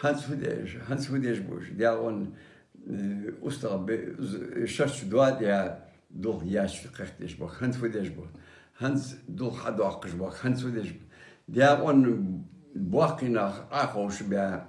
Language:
Ingush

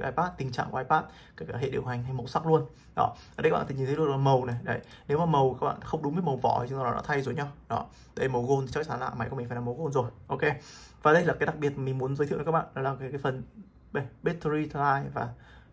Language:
Vietnamese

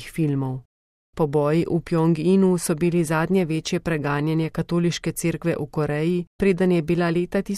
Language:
Slovenian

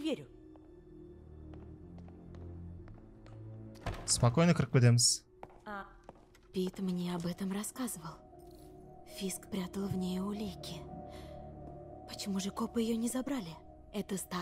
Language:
Kazakh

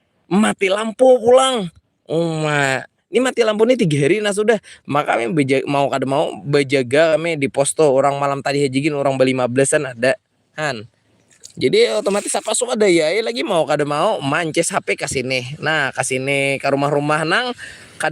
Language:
Banjar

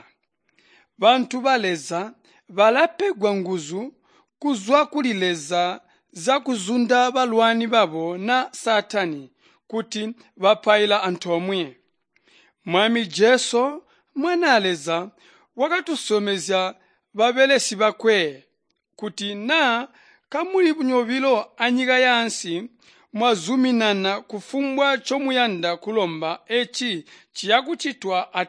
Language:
Tonga (Zambia)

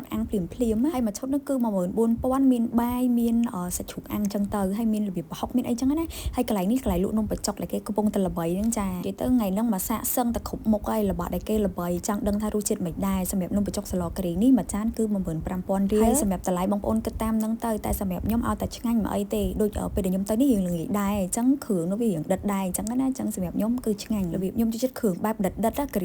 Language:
Khmer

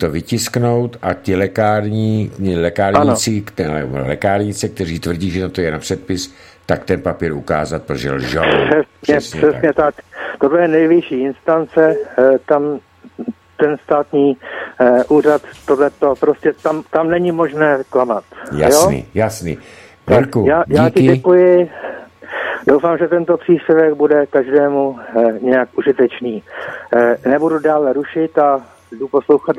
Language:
Czech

